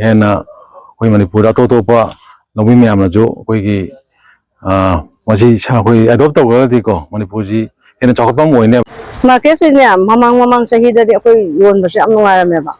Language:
Manipuri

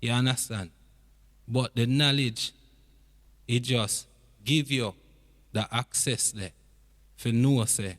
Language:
Jamaican Creole English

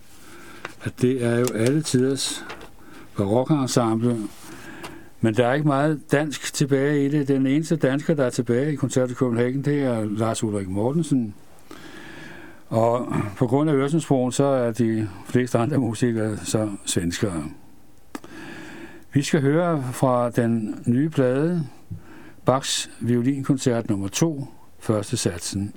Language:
Danish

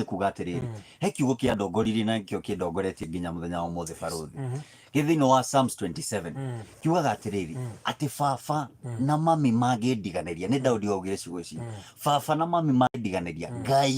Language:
Kikuyu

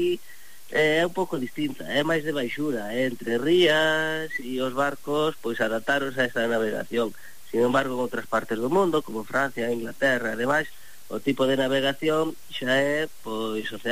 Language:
Galician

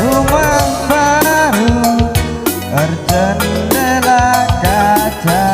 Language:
Batak Karo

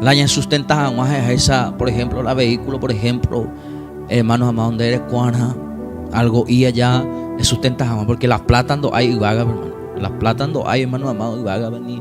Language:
Guarani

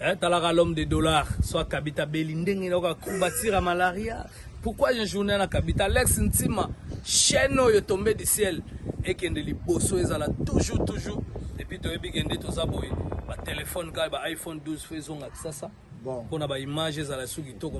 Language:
Lingala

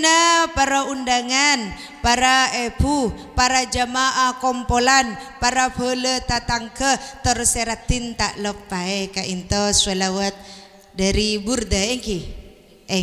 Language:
Madurese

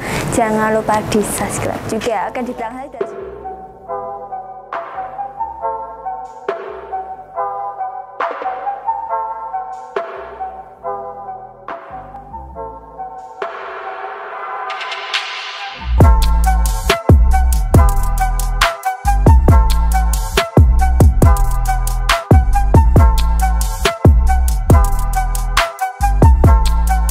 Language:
Indonesian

